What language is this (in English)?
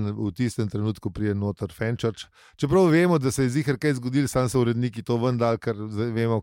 Slovenian